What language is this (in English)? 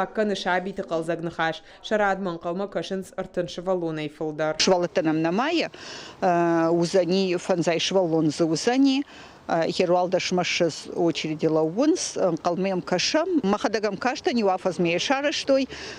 Ossetic